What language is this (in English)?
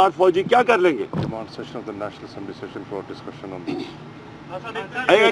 Urdu